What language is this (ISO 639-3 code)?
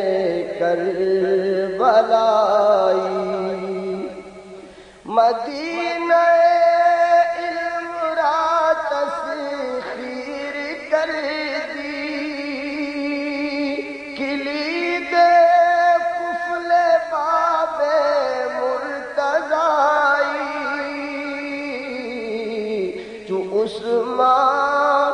urd